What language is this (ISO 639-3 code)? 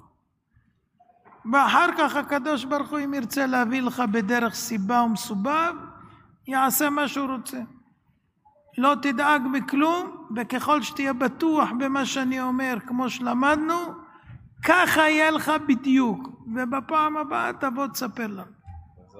heb